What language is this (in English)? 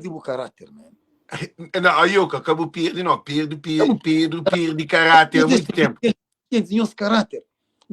Kabuverdianu